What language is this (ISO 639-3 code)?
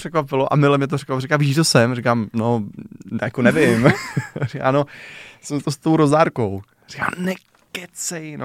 ces